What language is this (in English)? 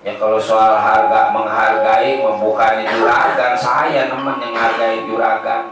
Betawi